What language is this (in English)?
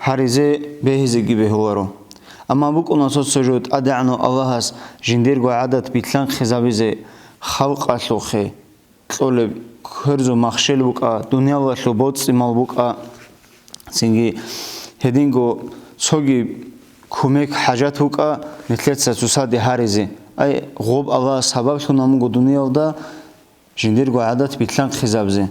Avaric